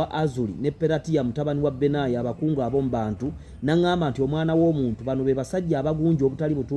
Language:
Ganda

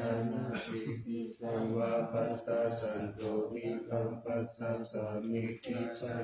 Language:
Pali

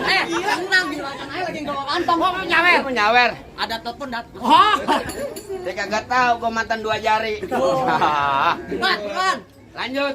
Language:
Betawi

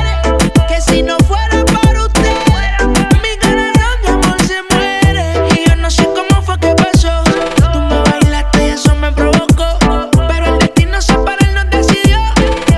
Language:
Spanish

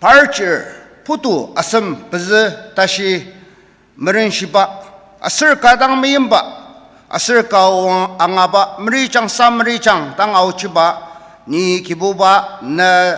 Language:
Ao Naga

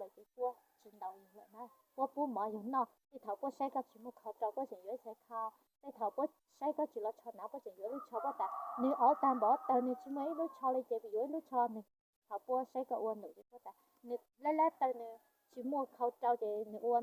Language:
Hmong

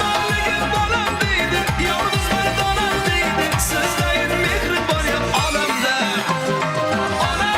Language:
Turkmen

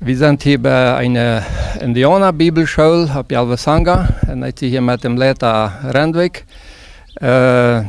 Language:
Plautdietsch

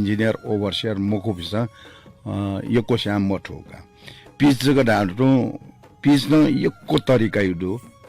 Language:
Newari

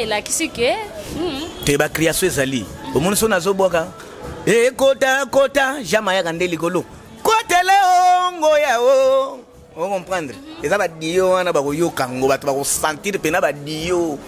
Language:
Lingala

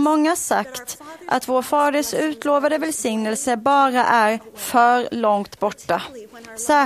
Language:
Swedish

